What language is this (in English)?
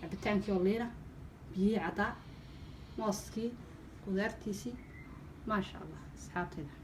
Somali